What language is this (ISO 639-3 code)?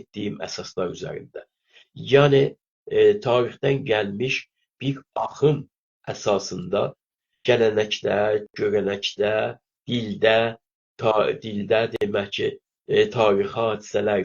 azb